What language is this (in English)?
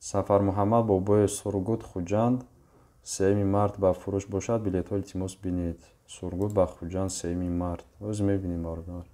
Tajik